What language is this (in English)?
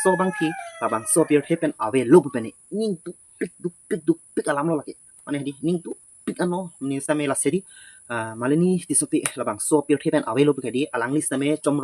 Karbi